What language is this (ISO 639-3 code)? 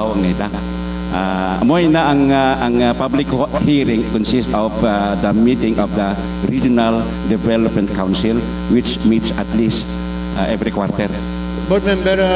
hil